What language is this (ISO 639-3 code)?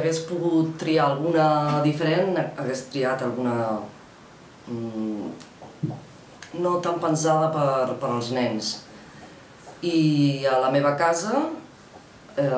cat